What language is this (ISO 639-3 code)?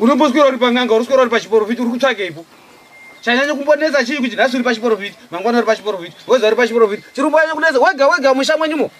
sna